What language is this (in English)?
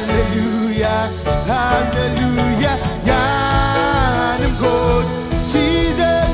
Marshallese